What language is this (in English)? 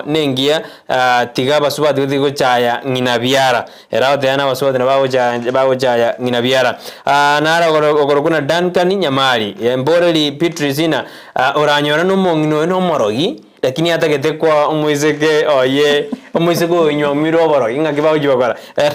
Gusii